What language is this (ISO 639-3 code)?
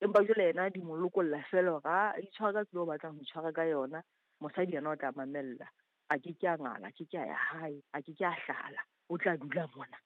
sot